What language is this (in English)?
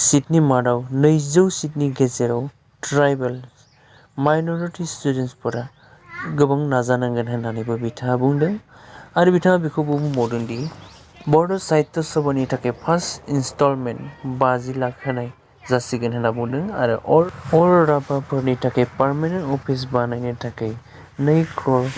Bodo